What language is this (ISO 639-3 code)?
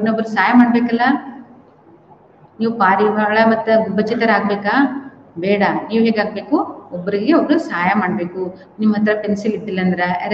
kan